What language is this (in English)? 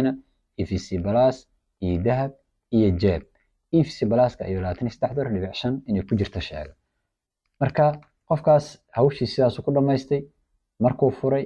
Somali